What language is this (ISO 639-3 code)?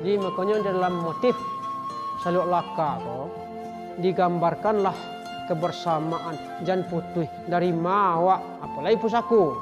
min